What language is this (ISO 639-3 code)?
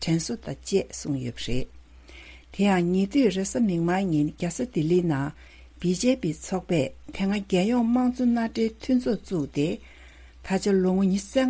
bod